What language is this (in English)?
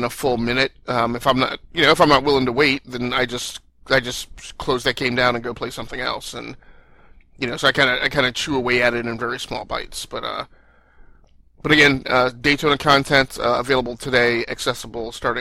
English